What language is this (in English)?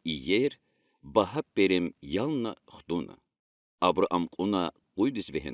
Lezghian